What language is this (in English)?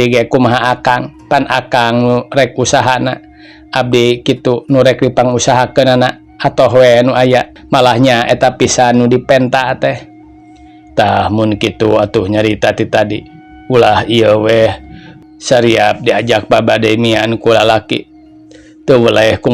Sundanese